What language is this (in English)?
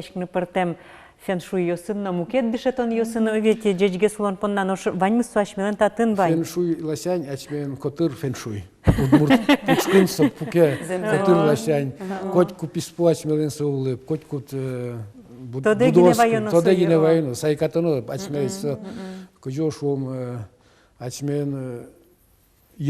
Udmurt